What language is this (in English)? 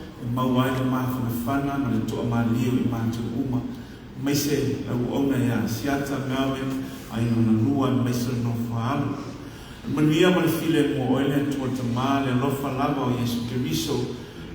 Samoan